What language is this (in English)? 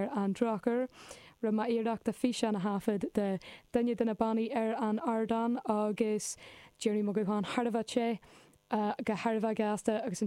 Irish